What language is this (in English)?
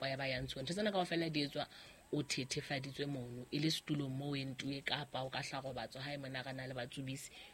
Southern Sotho